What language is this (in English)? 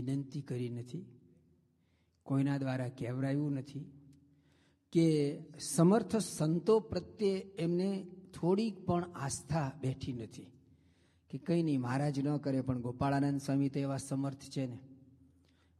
Gujarati